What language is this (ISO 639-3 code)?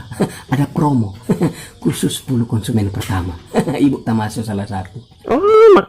xmm